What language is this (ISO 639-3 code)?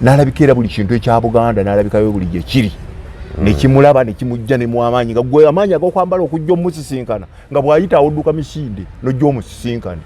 lug